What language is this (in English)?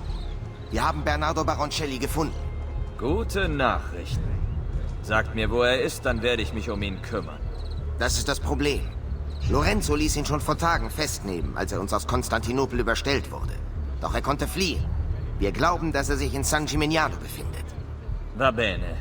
Bavarian